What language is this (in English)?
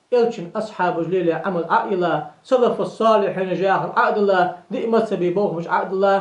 Ingush